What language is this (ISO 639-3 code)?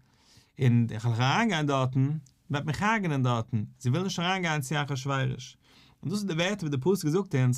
yid